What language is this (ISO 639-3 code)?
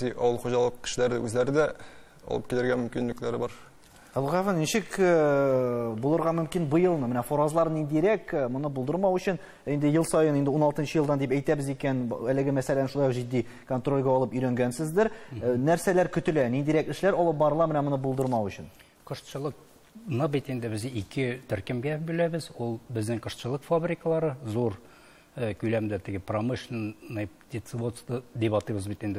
tat